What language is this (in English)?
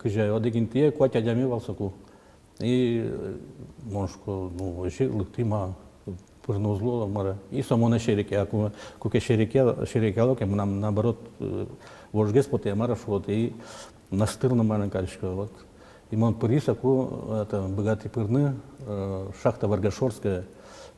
Udmurt